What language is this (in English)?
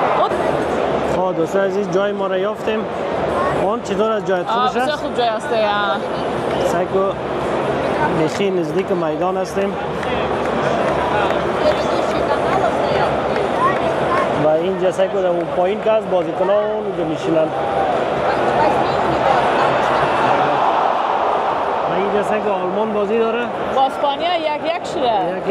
Persian